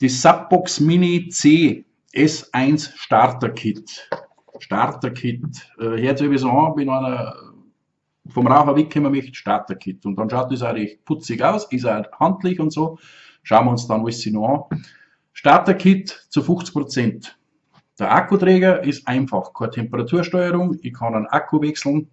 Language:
Bavarian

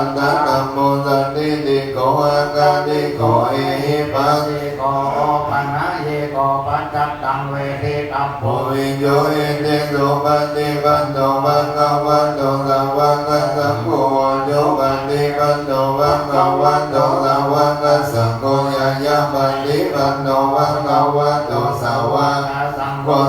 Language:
Pali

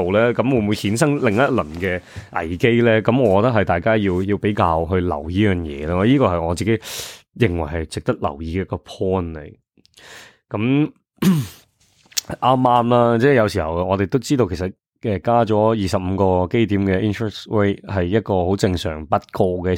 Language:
Cantonese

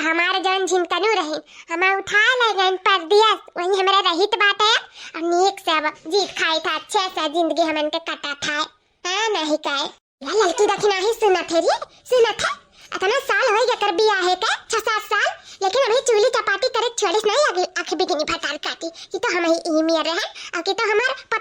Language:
Awadhi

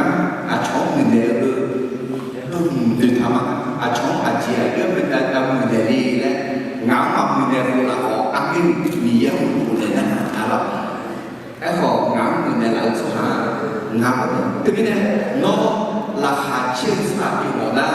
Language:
Akha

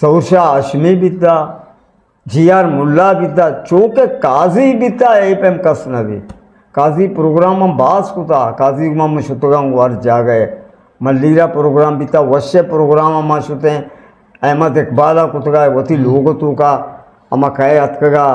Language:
Eastern Balochi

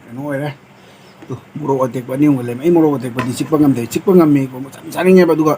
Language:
Manipuri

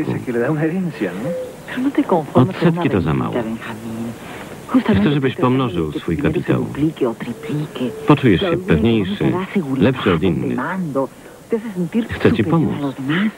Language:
Polish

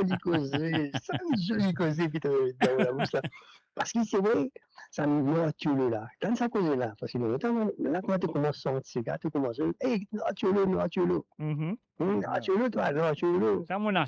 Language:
Morisyen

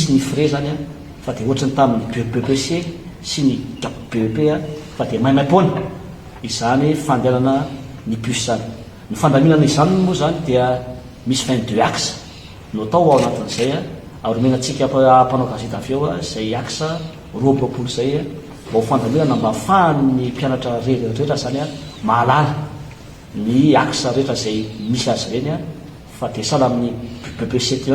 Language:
Malagasy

